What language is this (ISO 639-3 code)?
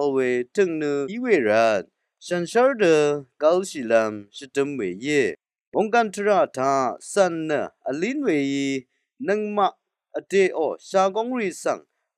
raw